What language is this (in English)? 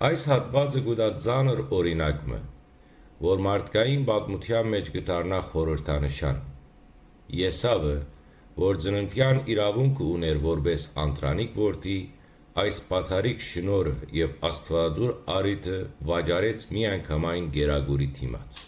Western Armenian